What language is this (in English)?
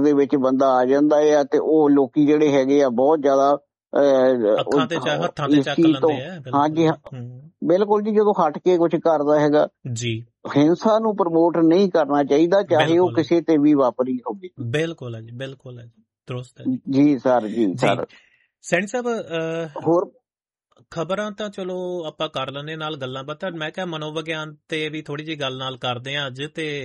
Punjabi